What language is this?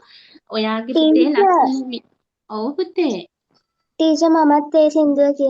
Sinhala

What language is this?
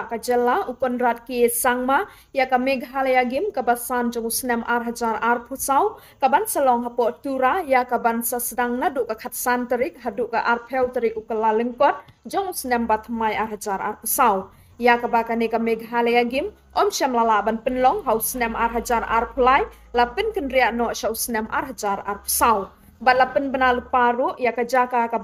Khasi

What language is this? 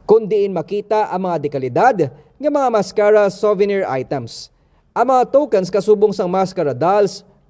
Hiligaynon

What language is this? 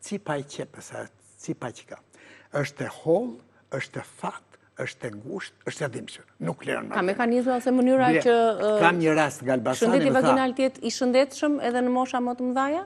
Albanian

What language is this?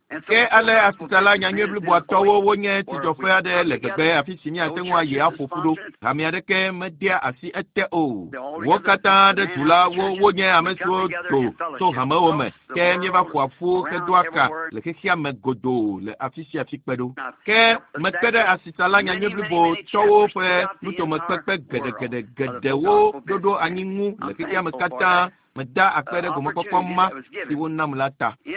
Ewe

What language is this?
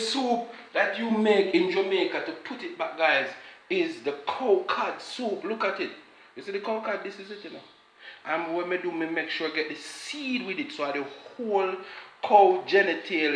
Jamaican Creole English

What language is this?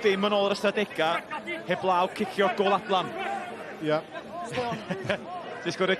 Welsh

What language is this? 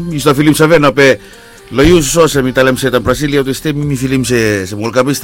Bislama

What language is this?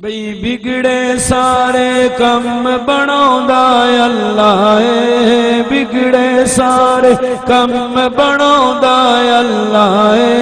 Saraiki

